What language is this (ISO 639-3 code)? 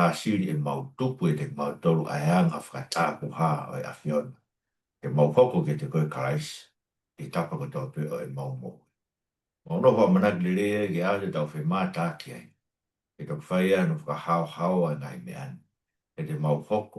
ton